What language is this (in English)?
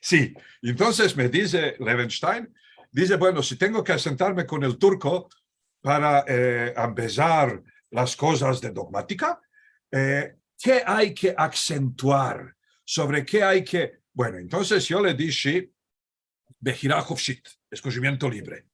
Ladino